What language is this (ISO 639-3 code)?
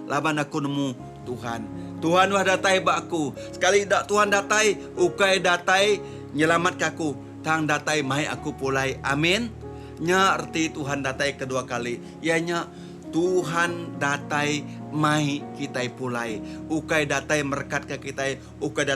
iba